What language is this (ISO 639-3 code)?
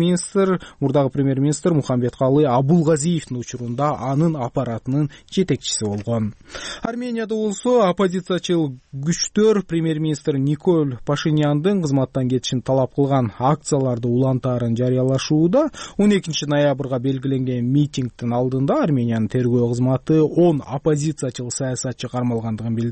kir